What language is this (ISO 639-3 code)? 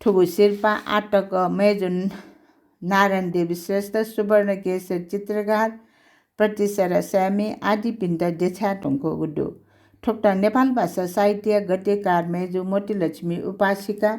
new